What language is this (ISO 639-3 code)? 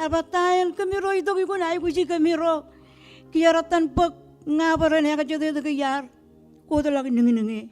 mah